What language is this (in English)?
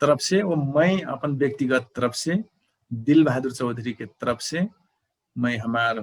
Dangaura Tharu